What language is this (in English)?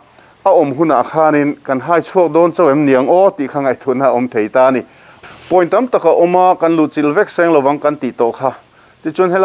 Mizo